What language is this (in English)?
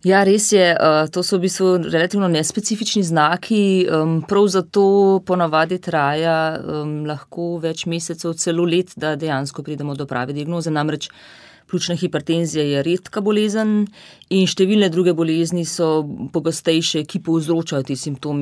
Slovenian